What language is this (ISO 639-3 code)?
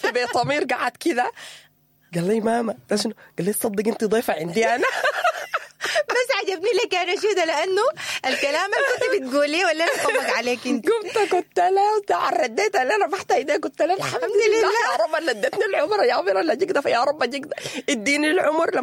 apd